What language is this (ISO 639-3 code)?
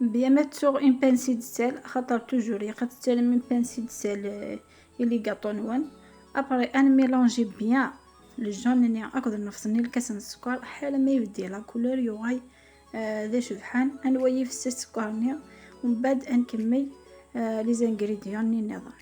kab